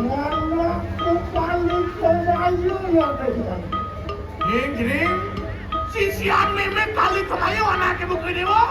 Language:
Balinese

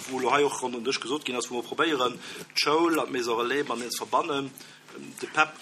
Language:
Luxembourgish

